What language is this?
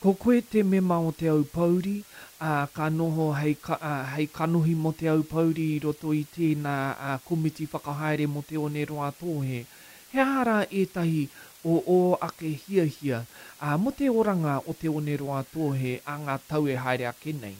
Māori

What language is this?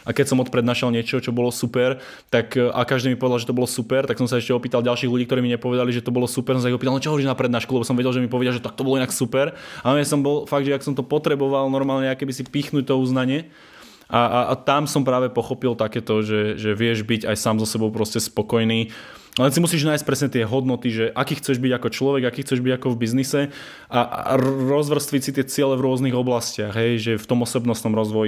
Slovak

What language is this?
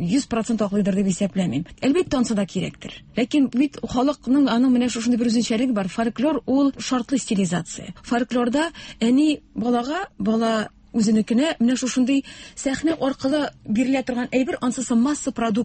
Tatar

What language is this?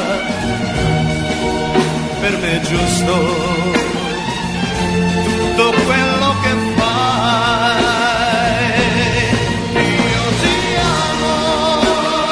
Italian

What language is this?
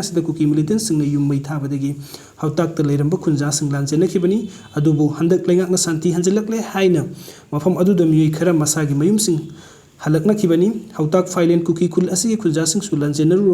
Manipuri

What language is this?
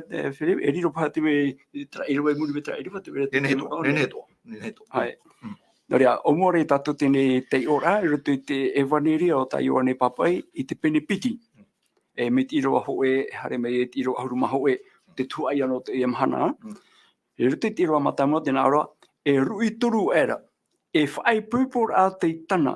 Tahitian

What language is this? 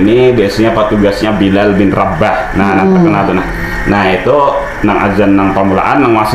Banjar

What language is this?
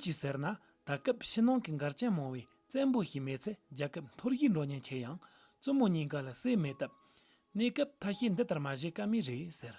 Tibetan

